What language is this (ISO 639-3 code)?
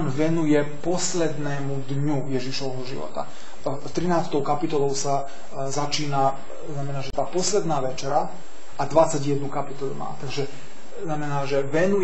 slk